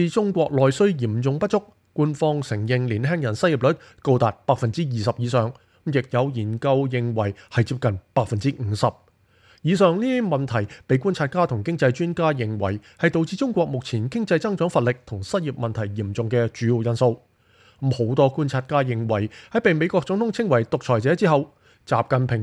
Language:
Cantonese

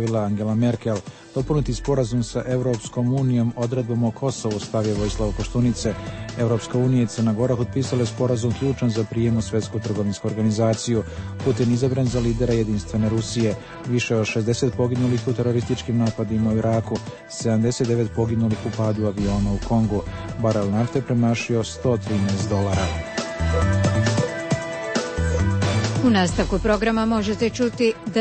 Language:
Croatian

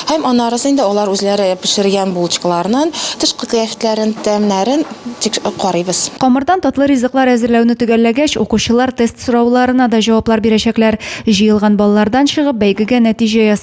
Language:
Tatar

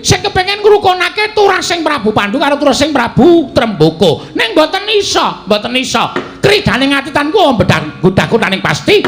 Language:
Javanese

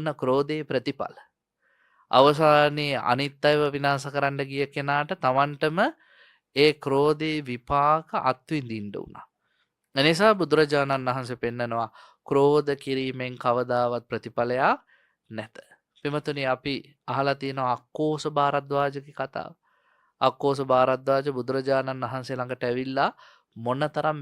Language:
Sinhala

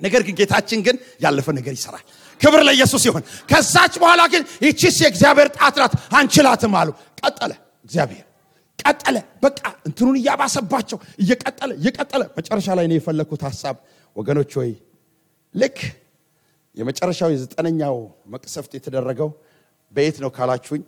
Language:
Amharic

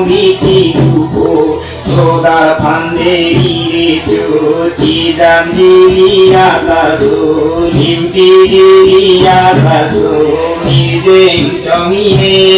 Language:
Karbi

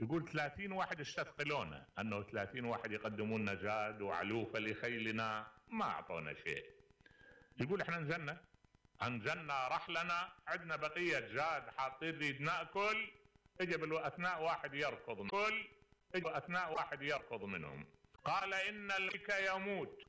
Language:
Mesopotamian Arabic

